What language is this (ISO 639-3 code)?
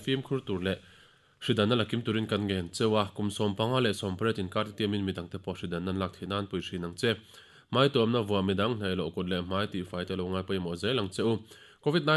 lus